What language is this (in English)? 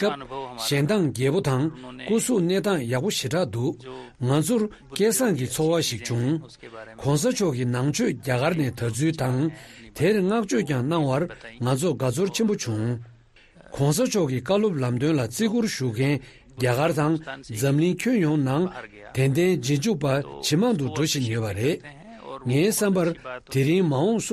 Tibetan